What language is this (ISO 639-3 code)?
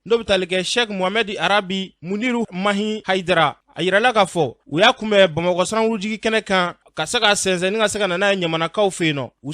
bam